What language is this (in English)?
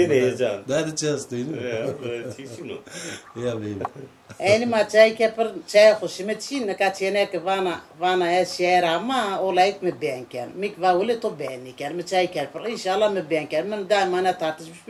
Zaza